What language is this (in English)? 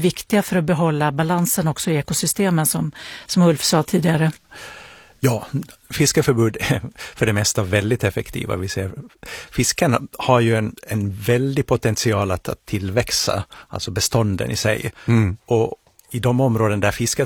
Swedish